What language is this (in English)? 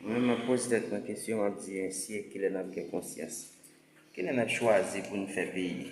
Haitian Creole